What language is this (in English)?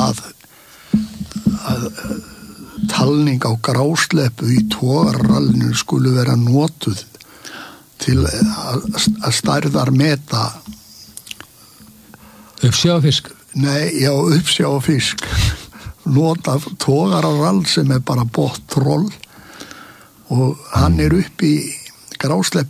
Icelandic